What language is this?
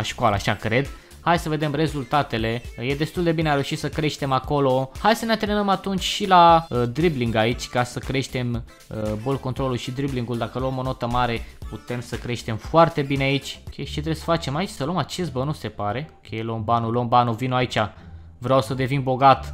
Romanian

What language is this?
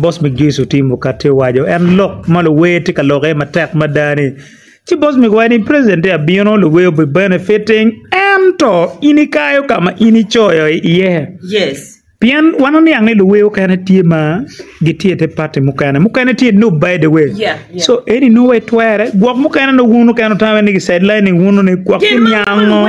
Acoli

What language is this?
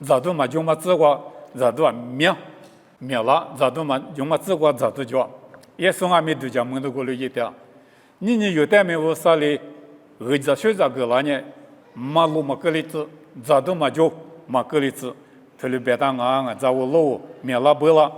Lisu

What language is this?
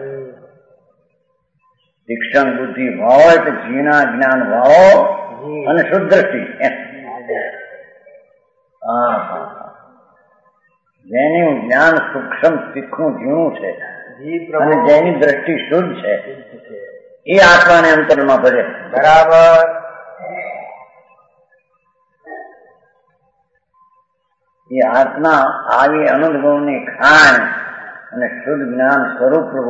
Gujarati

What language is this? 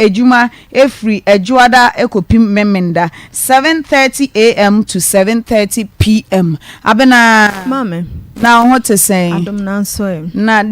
Akan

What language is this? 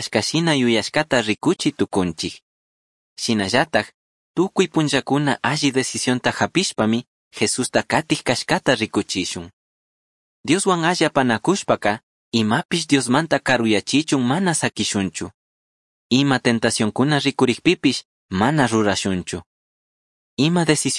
Chimborazo Highland Quichua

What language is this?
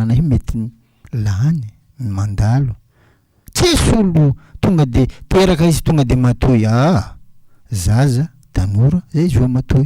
Malagasy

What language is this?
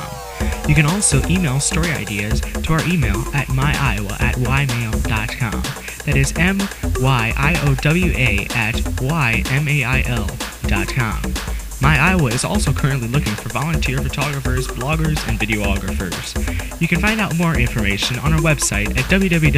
English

